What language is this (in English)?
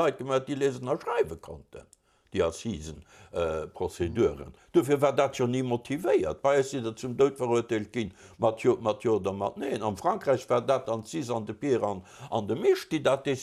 Luxembourgish